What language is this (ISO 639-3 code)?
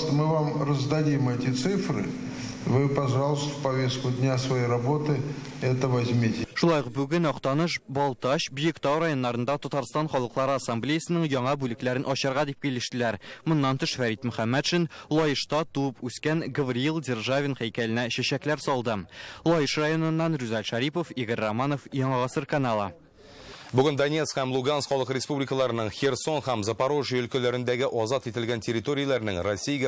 tat